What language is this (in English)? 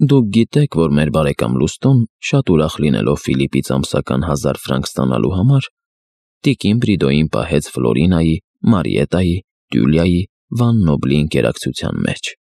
Armenian